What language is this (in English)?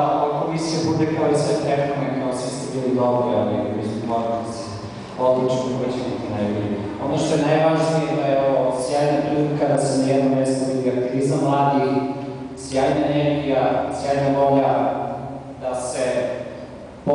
Serbian